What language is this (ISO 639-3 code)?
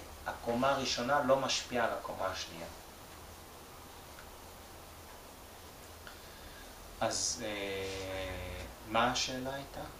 heb